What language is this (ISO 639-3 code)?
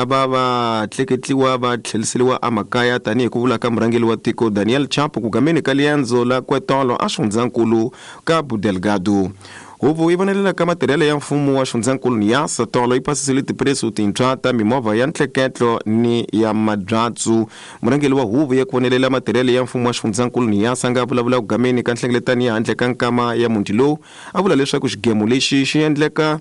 tso